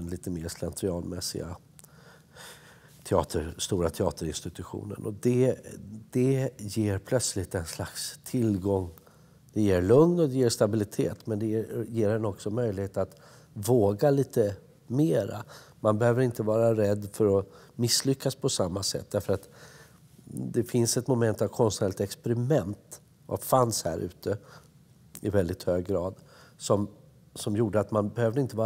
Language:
Swedish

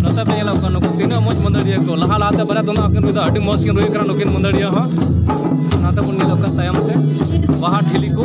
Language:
Santali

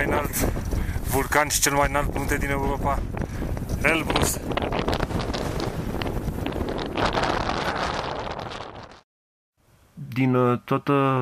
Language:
Romanian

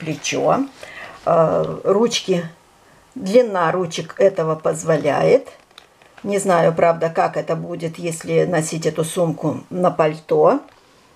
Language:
Russian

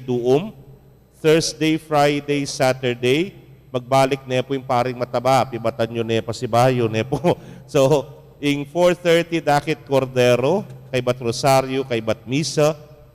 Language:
Pampanga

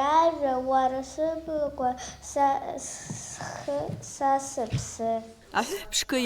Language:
Abkhazian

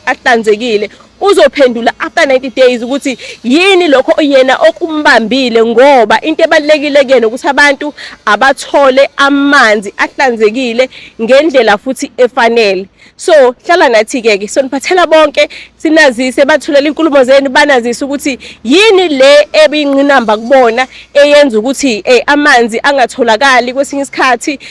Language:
Zulu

